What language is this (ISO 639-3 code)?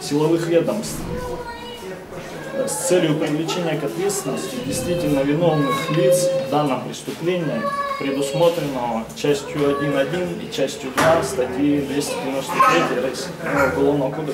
rus